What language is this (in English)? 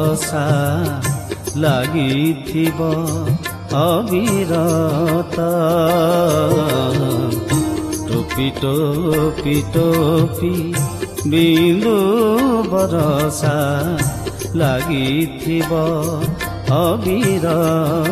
Odia